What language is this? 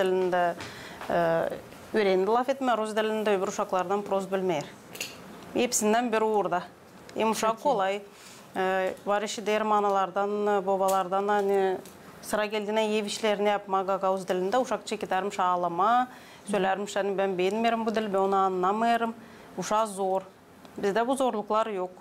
Gagauz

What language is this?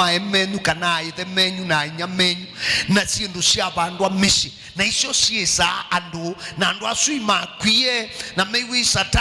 Kamba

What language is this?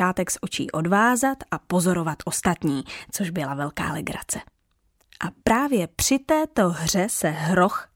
Czech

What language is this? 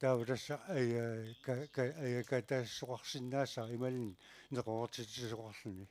Kalaallisut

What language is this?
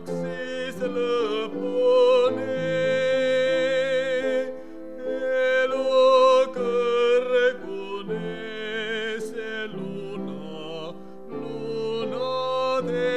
Estonian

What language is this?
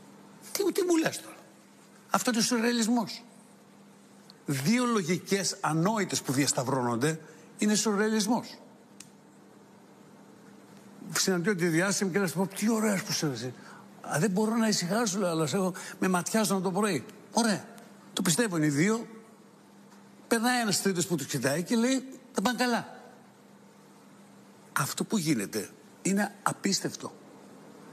Greek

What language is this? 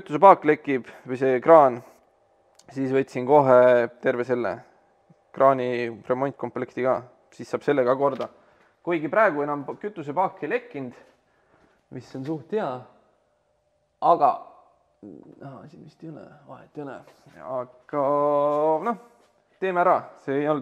Estonian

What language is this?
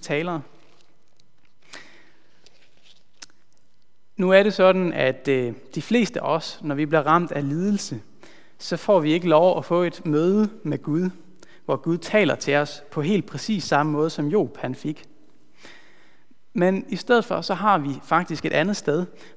Danish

